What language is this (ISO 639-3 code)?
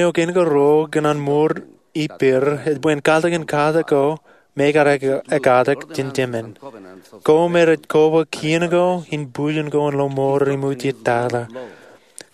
mah